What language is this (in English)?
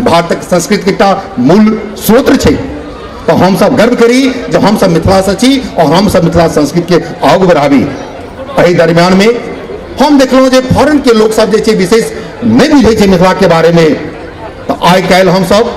Maithili